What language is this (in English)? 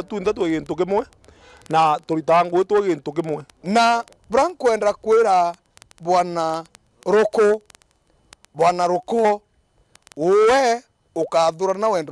Meru